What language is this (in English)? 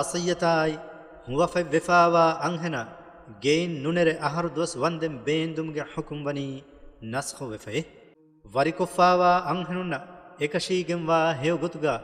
Divehi